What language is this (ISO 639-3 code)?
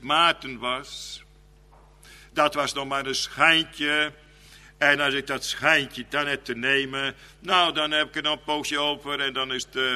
nld